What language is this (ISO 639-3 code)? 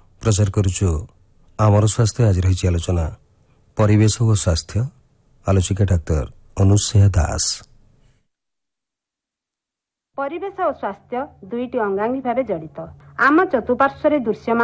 ori